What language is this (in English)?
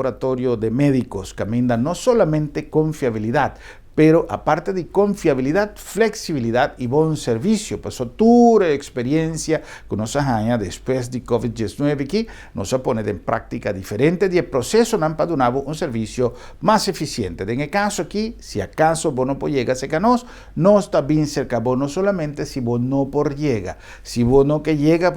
Papiamento